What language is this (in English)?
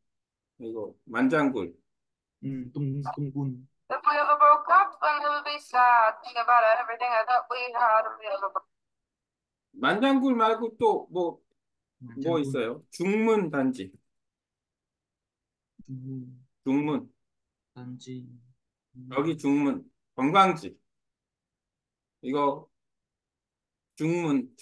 Korean